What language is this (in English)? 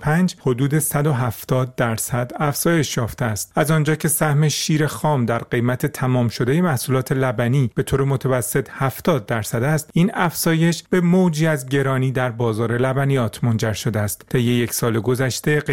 Persian